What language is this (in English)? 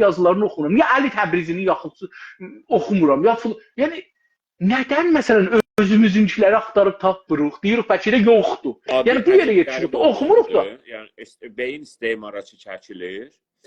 South Azerbaijani